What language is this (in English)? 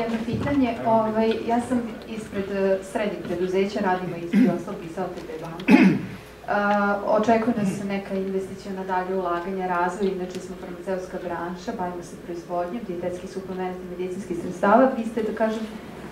Serbian